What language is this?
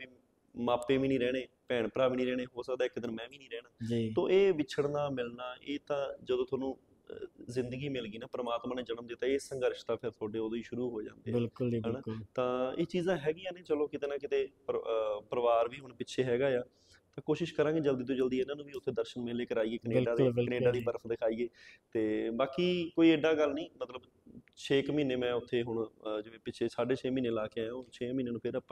Punjabi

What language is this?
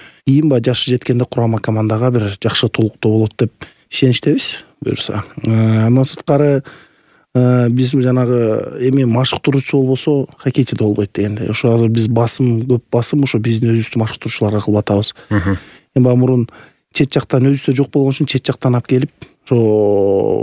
Kyrgyz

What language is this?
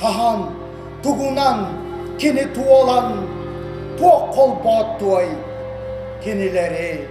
Yakut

